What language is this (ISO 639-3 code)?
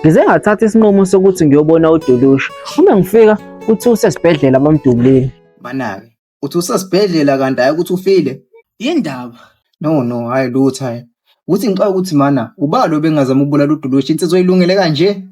zul